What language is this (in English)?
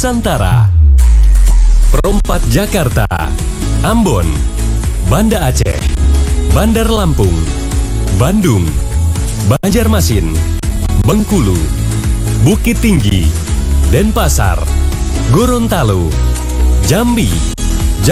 Indonesian